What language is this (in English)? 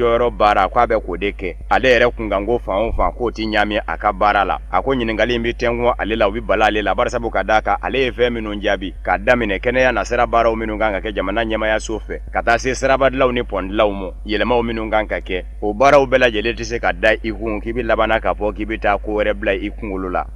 Bambara